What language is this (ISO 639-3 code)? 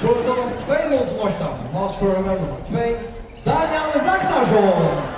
fao